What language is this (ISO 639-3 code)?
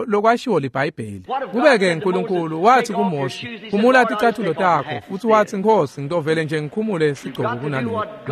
ssw